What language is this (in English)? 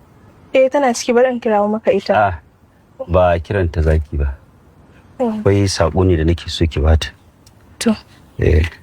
Hausa